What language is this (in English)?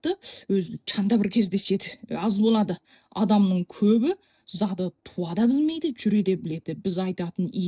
Kazakh